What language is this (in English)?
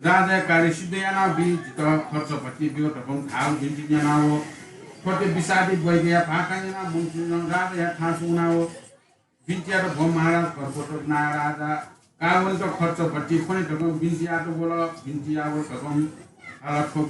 Newari